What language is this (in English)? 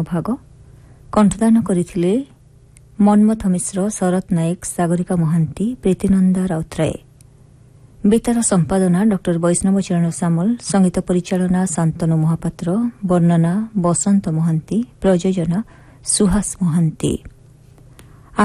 Odia